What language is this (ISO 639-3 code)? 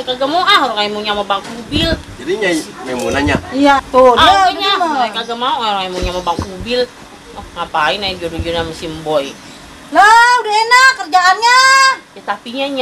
bew